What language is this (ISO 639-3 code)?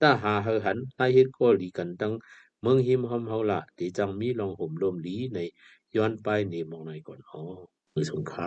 shn